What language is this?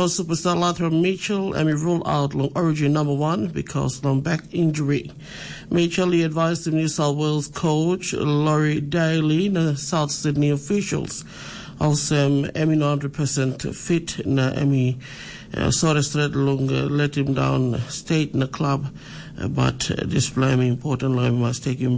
Tok Pisin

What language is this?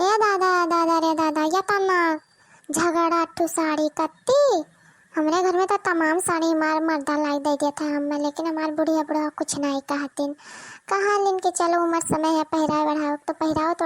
Awadhi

